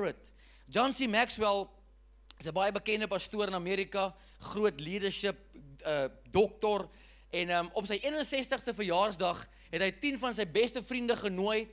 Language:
Afrikaans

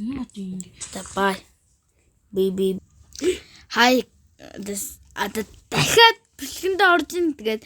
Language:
Mongolian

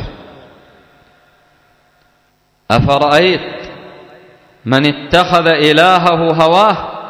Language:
Arabic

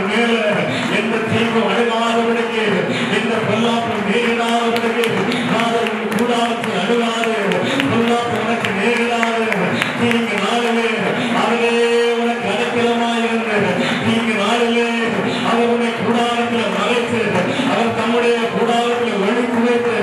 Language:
Tamil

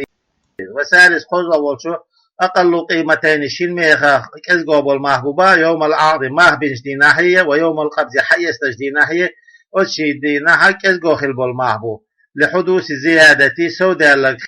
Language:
Chechen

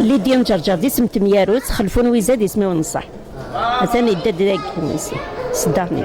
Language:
Kabyle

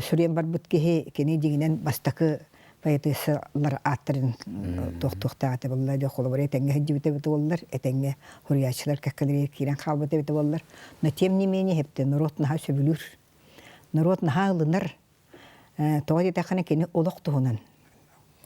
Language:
Yakut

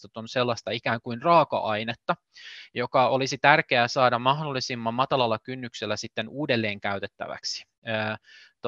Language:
Finnish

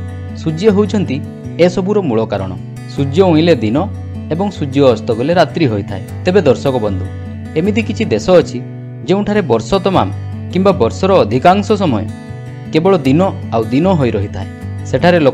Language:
Odia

